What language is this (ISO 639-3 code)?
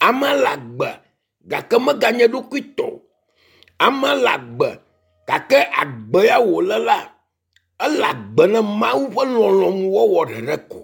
ewe